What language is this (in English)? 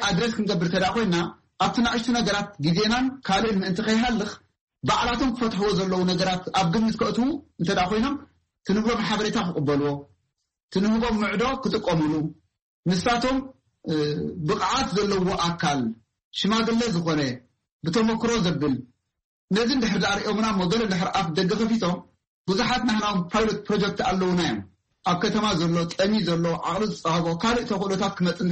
Tigrinya